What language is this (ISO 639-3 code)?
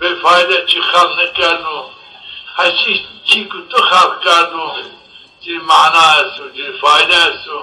zza